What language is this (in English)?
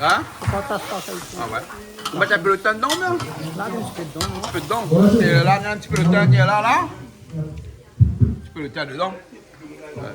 Réunion Creole French